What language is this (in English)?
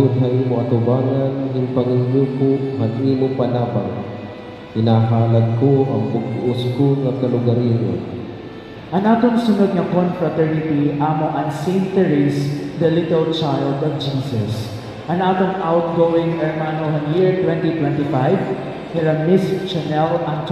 Waray